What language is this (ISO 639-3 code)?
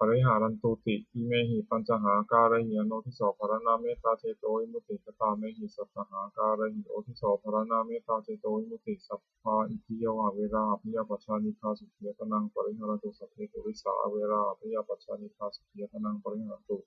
pli